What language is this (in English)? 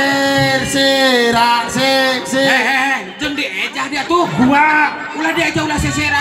Sundanese